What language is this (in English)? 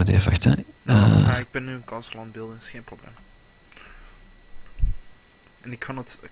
Dutch